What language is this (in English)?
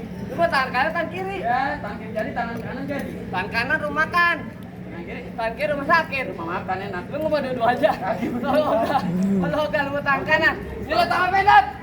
Betawi